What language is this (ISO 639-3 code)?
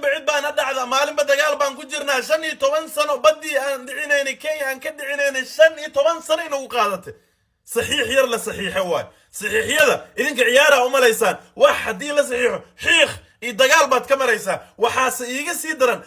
som